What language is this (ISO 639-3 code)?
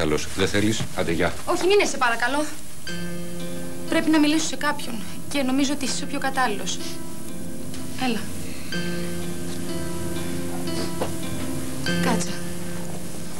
ell